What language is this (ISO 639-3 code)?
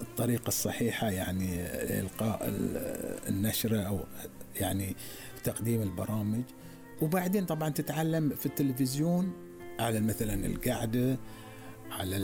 afb